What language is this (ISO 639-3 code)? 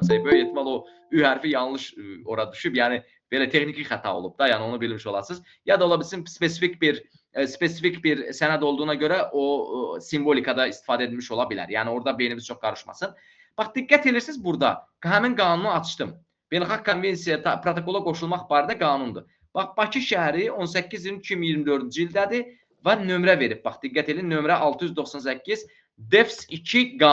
aze